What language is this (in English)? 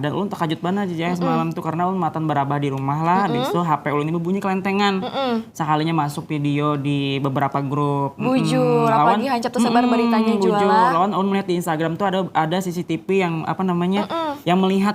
Banjar